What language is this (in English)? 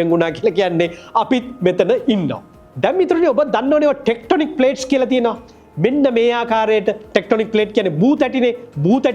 Sinhala